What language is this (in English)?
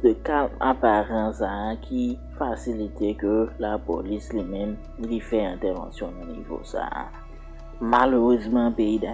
Haitian Creole